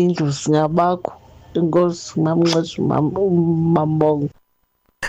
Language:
Xhosa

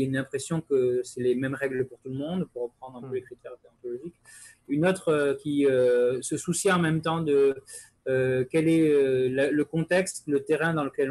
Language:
French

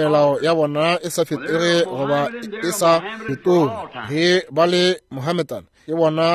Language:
Northern Sotho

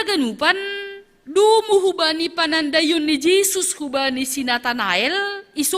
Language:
Batak Simalungun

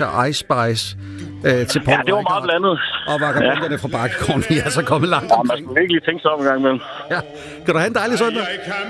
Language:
Danish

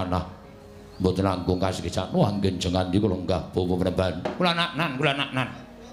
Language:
Javanese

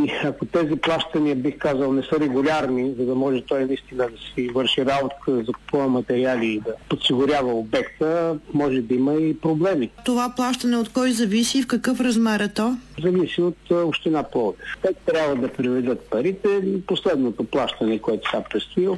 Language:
Bulgarian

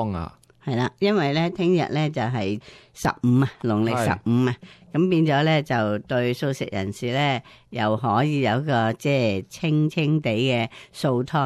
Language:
Cantonese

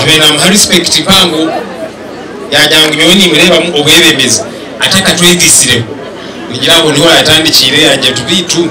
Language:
Nyankole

